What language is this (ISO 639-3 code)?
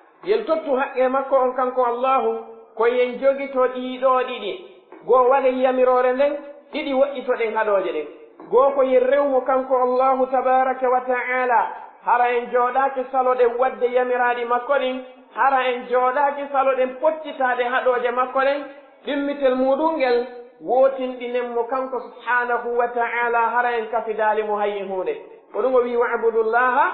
fuf